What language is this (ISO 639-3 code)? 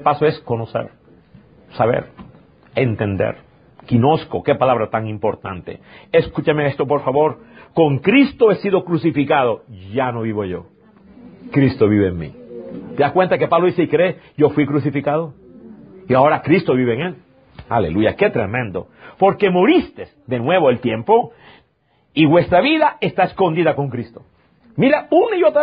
spa